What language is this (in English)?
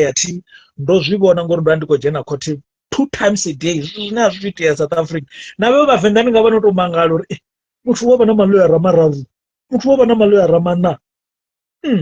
Venda